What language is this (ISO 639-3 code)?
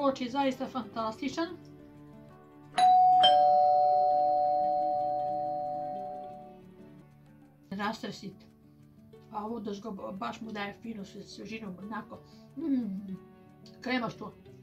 hrv